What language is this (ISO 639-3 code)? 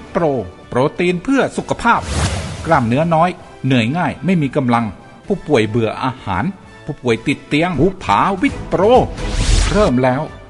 tha